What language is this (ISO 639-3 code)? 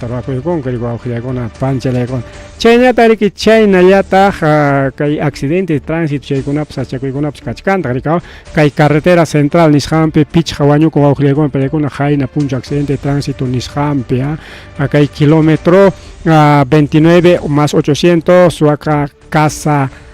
quy